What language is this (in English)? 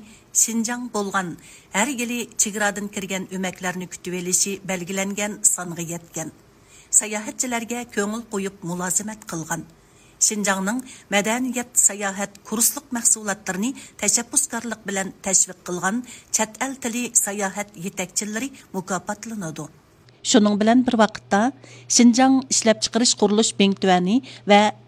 Uyghur